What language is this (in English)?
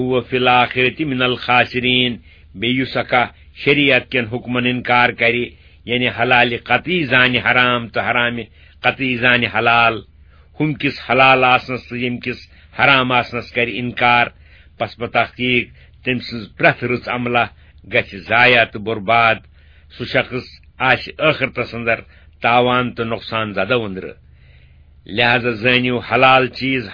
Kashmiri